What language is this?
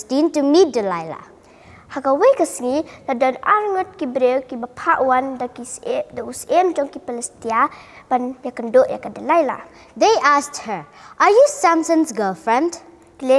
Khasi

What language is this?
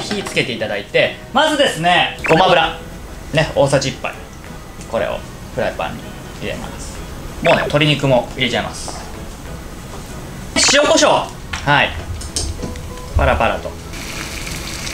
Japanese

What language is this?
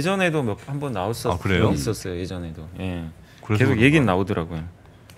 Korean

